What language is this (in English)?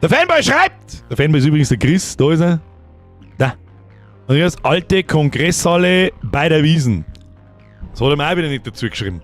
Bavarian